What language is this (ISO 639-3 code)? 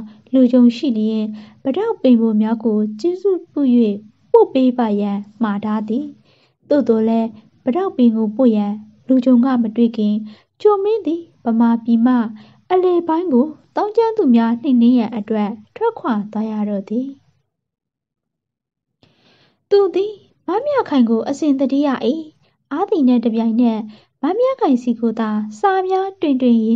mya